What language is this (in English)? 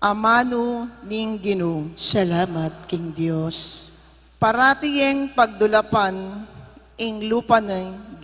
Pampanga